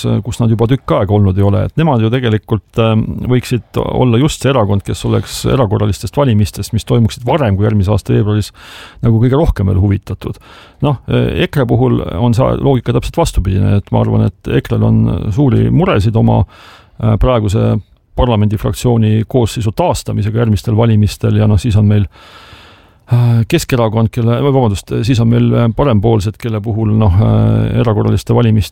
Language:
Estonian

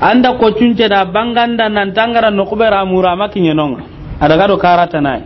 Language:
Soninke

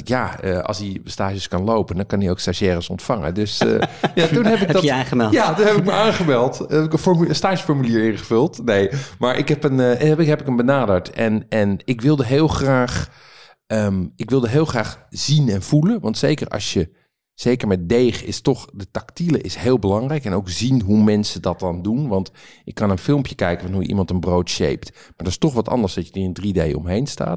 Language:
Dutch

